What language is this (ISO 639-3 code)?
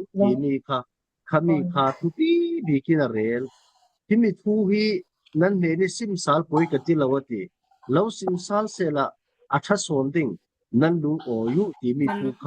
cfm